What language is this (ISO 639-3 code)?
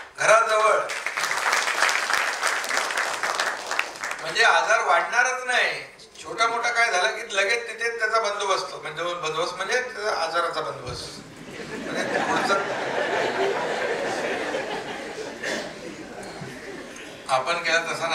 mar